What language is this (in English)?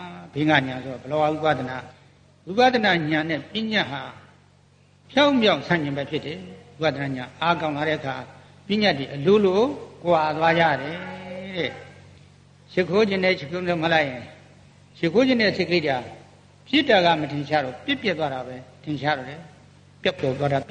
Burmese